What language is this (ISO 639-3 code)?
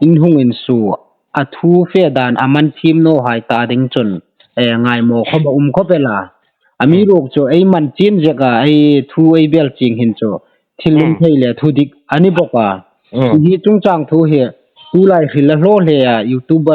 hmr